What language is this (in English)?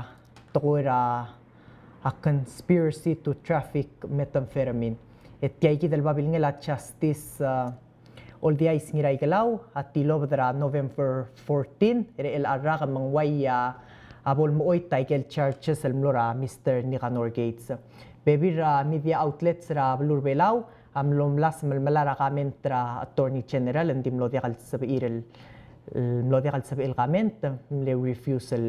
Palauan